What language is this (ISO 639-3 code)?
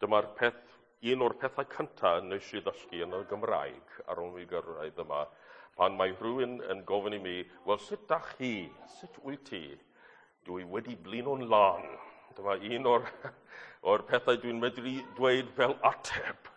cym